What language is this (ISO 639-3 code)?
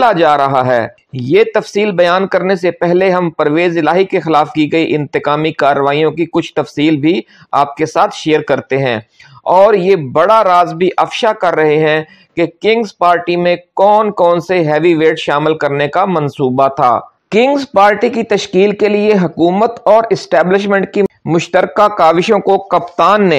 urd